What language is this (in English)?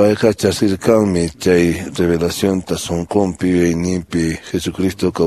Quechua